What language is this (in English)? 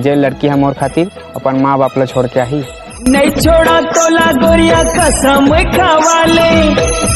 Chhattisgarhi